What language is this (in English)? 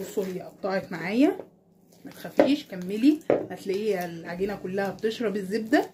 Egyptian Arabic